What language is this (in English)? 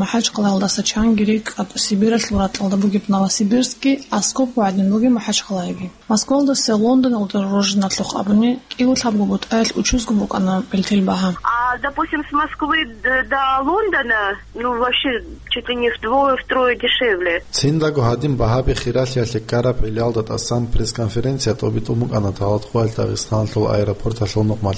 Avaric